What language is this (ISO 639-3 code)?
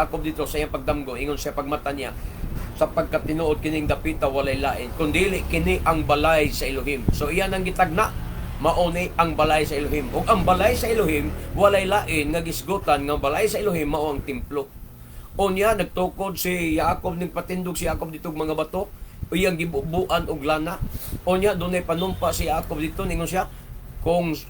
ceb